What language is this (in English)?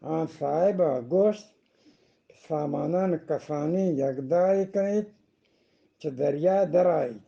Eastern Balochi